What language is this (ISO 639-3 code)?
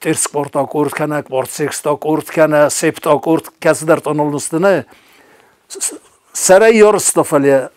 oss